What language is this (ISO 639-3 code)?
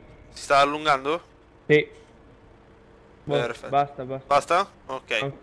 ita